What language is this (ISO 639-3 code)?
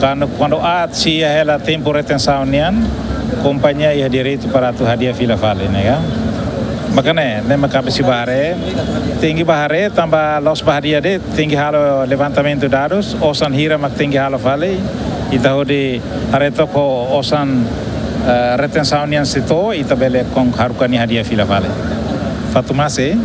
tet